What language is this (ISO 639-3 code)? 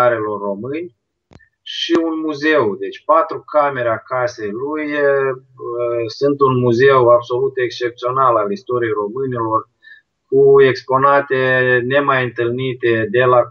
ron